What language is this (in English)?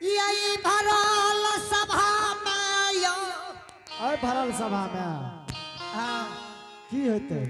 Angika